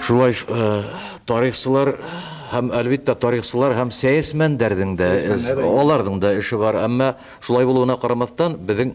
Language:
Tatar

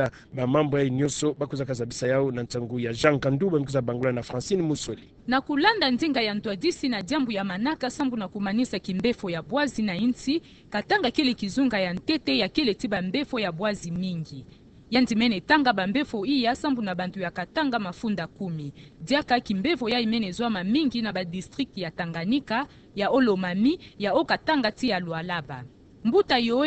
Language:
Kituba (Democratic Republic of Congo)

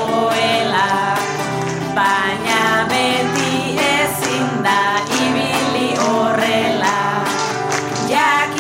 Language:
Basque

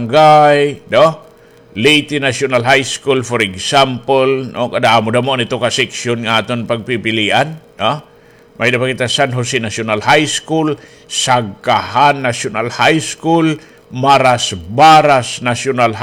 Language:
Waray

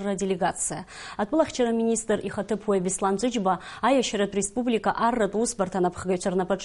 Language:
Abkhazian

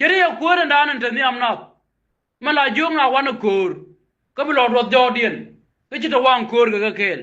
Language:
Nuer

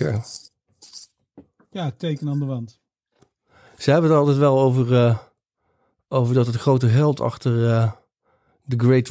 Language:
Dutch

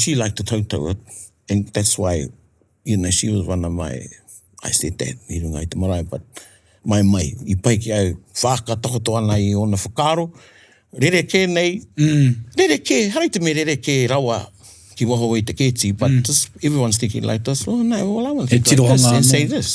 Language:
Māori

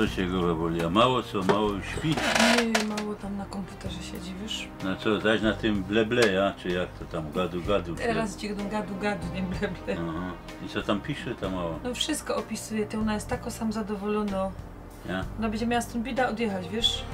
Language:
Silesian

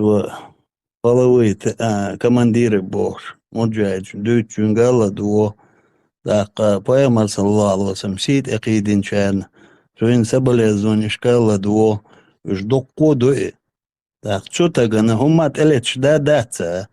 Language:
Chechen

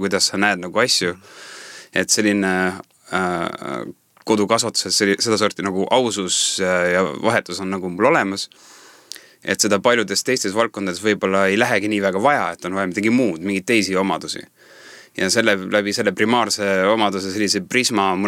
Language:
Estonian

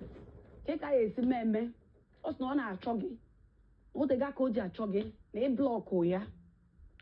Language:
Igbo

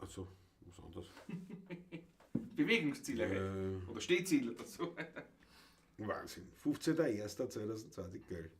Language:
Bavarian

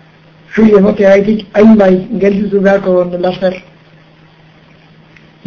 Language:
Basque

